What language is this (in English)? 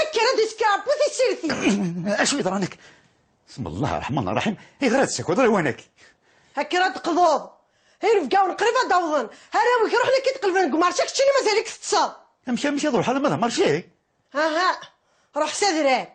Kabyle